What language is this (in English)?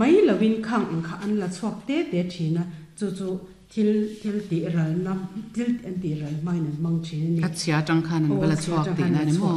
Mizo